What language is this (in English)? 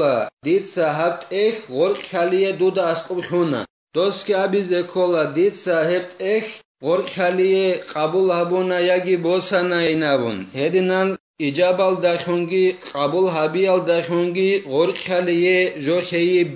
Avaric